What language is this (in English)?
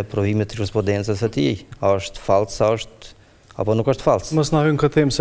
Albanian